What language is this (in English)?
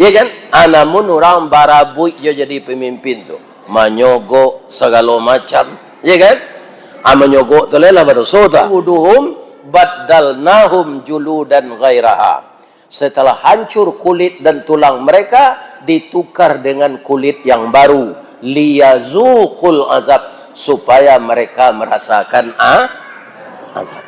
Minangkabau